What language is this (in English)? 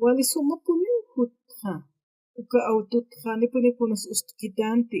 Aymara